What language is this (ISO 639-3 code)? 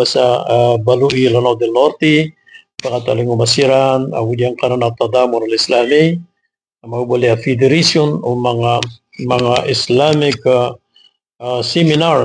mrw